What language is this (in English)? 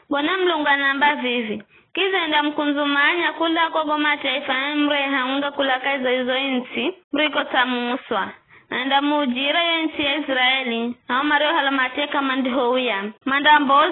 Giryama